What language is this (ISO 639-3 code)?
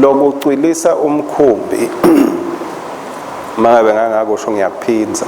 ssw